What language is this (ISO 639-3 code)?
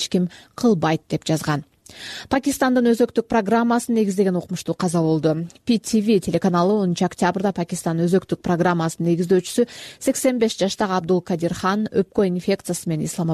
kir